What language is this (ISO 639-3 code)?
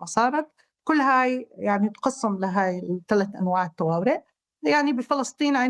apc